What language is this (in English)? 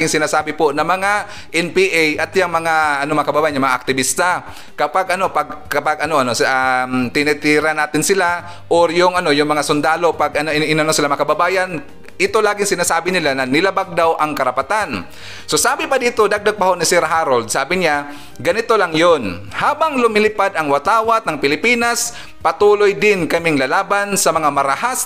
Filipino